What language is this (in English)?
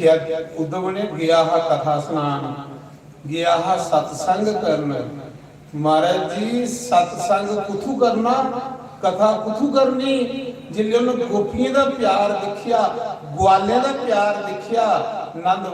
Dogri